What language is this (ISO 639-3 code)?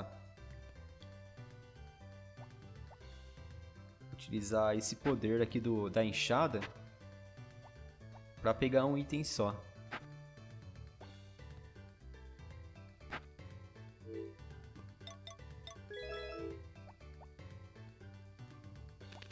por